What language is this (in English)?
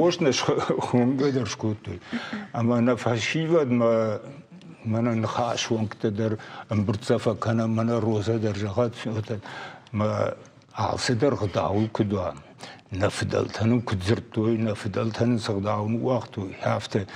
Ossetic